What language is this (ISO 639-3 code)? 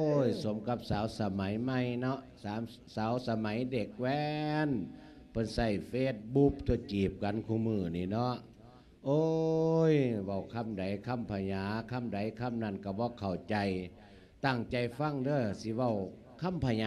lao